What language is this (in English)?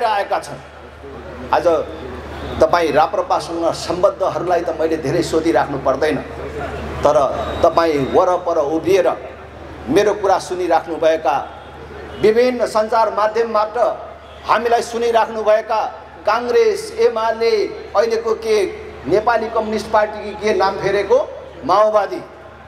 Nepali